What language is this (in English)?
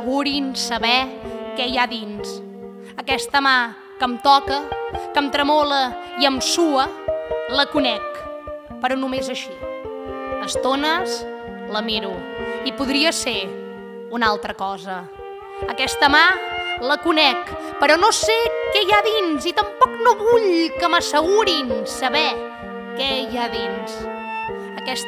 Catalan